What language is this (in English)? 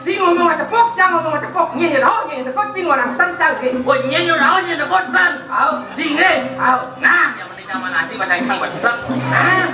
Balinese